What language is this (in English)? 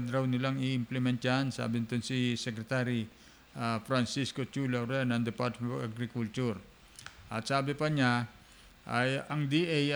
Filipino